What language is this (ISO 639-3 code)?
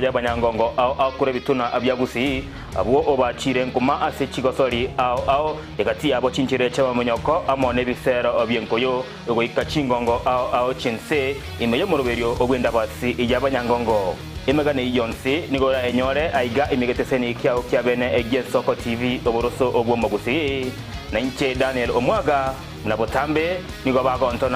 guz